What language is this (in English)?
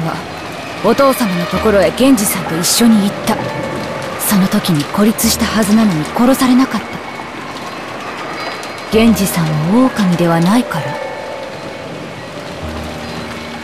Japanese